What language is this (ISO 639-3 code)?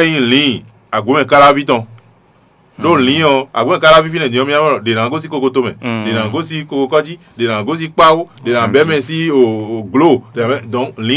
fon